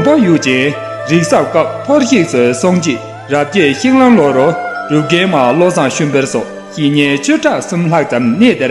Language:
Tibetan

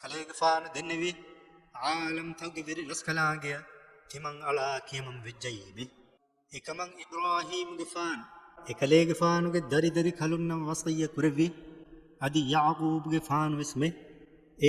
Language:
Divehi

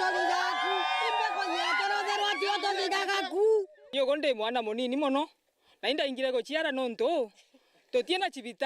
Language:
Meru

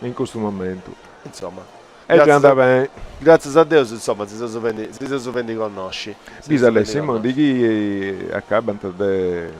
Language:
Sardinian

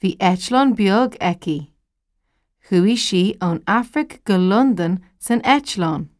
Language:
Irish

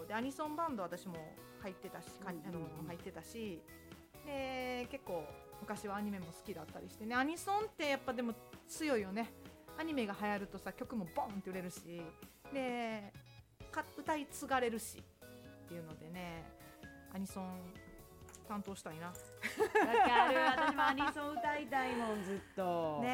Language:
Japanese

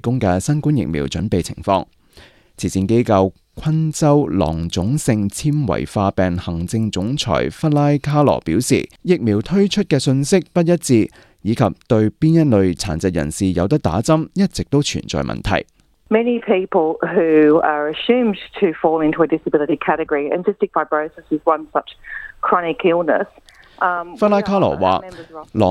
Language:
Cantonese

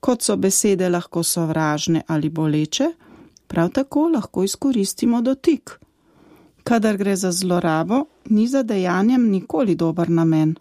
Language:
Slovenian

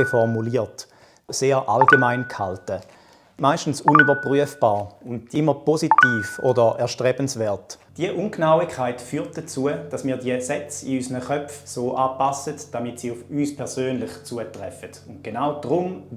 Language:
Swiss German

